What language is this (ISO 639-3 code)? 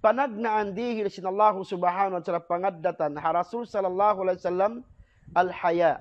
tsg